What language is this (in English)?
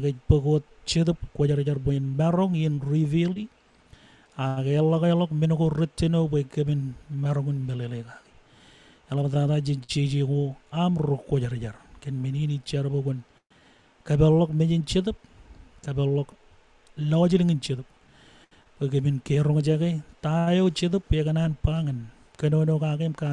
Marshallese